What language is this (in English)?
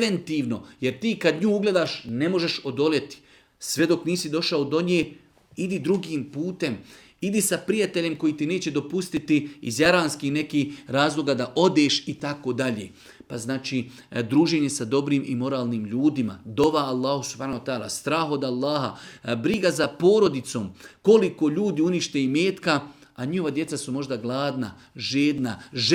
Bosnian